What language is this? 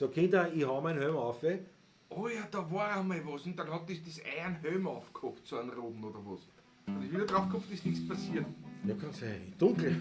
Bavarian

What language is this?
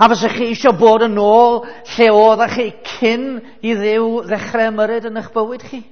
Welsh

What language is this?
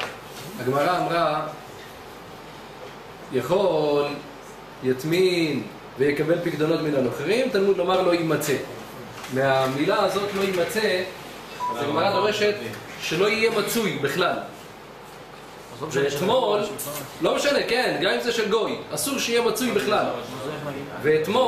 Hebrew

